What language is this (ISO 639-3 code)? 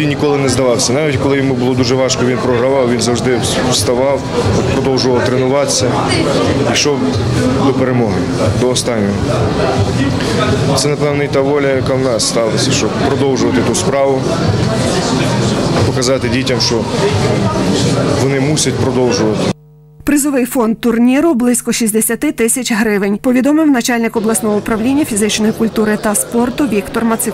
ukr